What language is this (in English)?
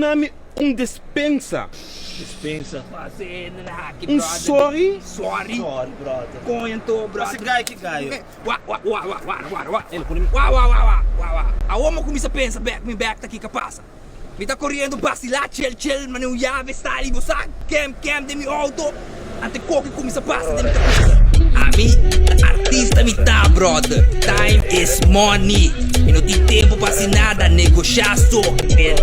Papiamento